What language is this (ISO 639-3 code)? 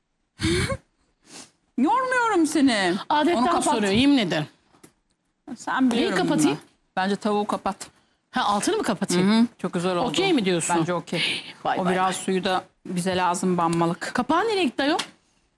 tur